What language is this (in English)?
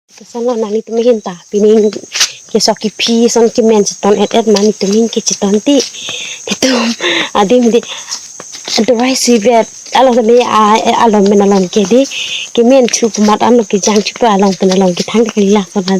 Karbi